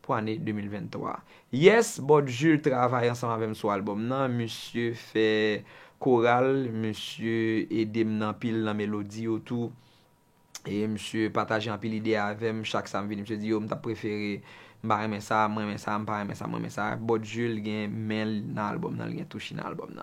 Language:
Haitian Creole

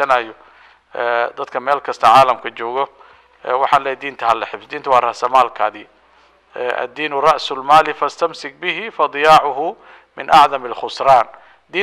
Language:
Somali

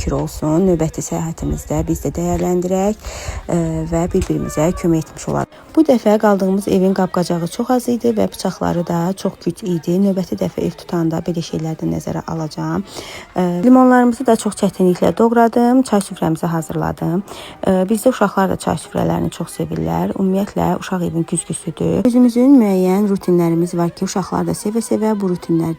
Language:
Azerbaijani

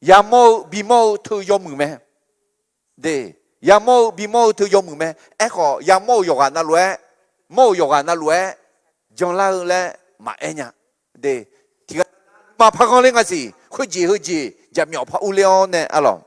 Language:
Akha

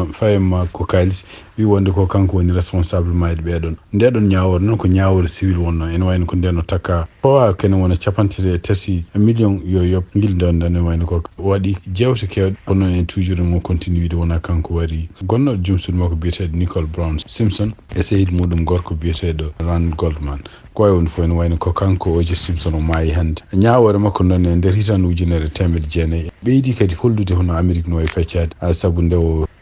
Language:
Fula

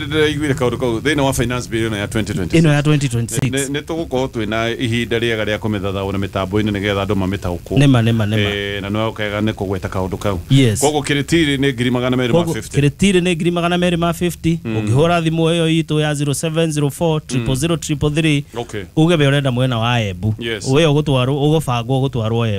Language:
Kikuyu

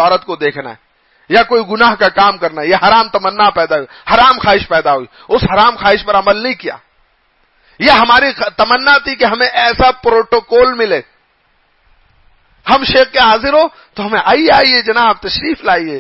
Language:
Urdu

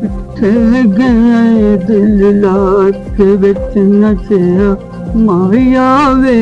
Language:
Saraiki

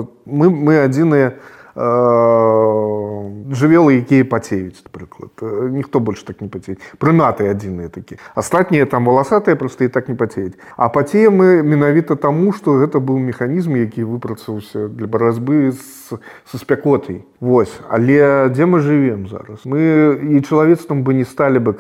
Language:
Belarusian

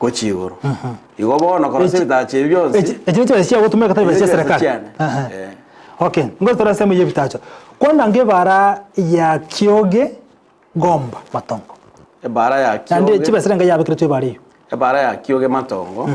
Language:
Gusii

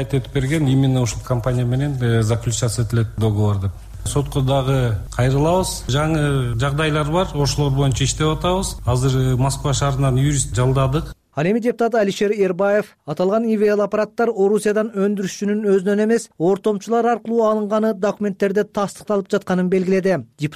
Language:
Kyrgyz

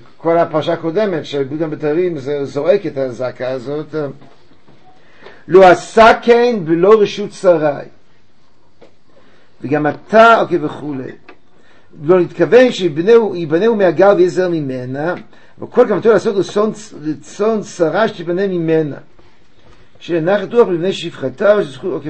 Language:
Hebrew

